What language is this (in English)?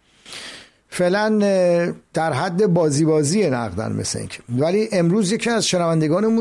Persian